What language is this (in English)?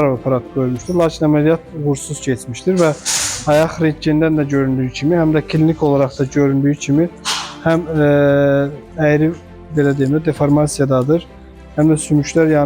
Azerbaijani